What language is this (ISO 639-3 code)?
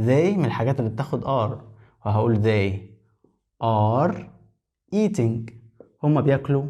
arz